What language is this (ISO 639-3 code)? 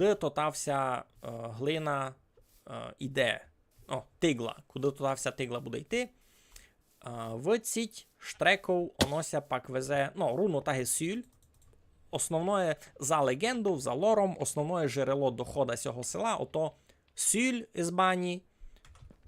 rue